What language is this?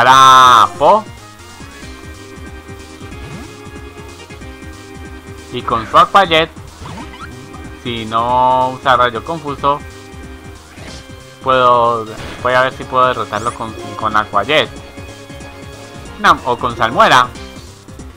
Spanish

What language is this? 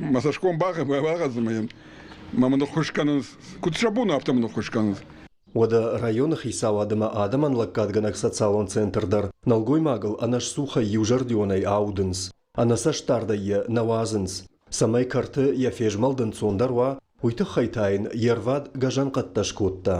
Ossetic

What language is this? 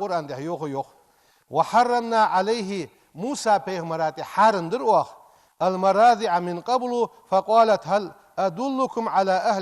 Ingush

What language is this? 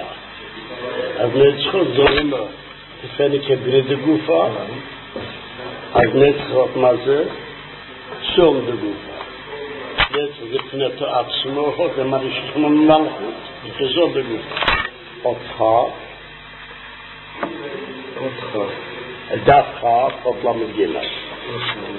Hebrew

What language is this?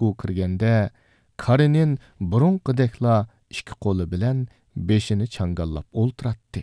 Uyghur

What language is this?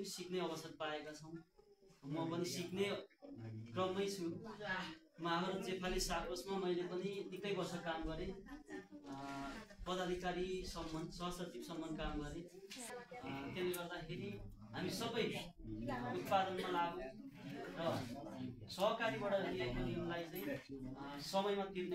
Nepali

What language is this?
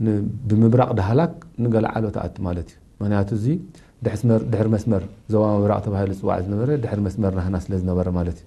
Tigrinya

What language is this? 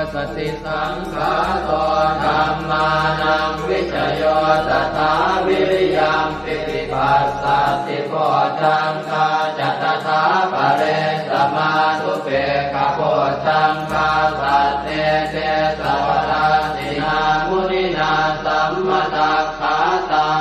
Pali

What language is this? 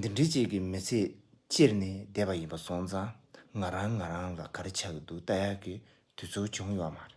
Tibetan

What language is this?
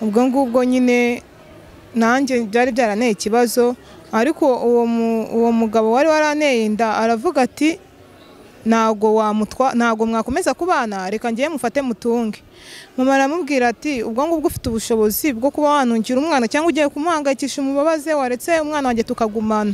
Kinyarwanda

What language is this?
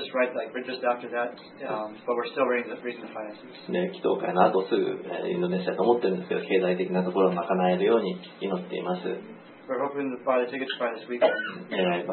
Japanese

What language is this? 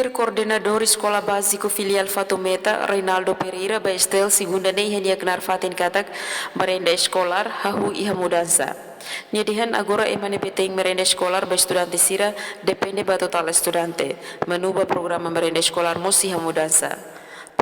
Tetum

